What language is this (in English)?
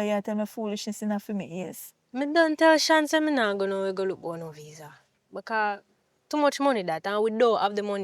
Jamaican Creole English